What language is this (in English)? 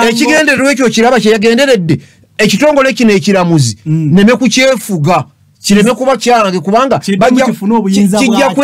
Ganda